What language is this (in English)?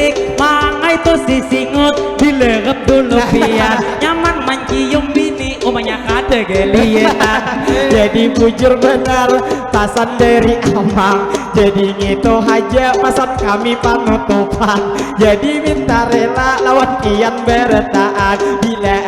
Banjar